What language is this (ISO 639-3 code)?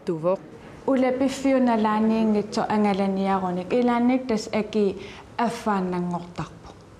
kal